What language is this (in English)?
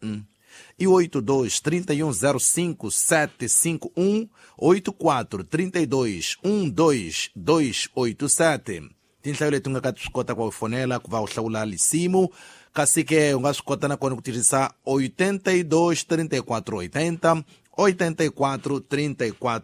Tsonga